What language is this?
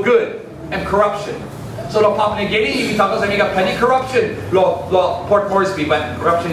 Tok Pisin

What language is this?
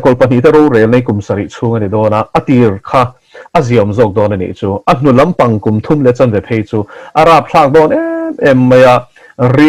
Mizo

